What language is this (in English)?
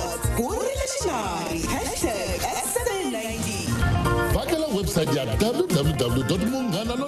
Tsonga